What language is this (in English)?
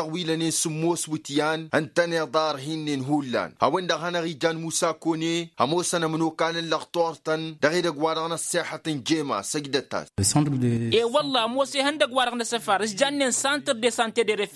Tamasheq